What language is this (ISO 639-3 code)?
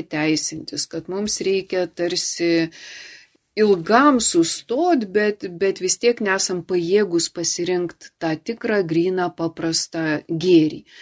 lit